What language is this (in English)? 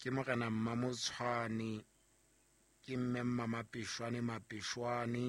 Southern Sotho